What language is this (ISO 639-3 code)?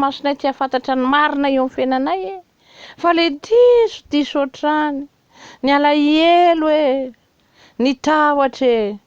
mlg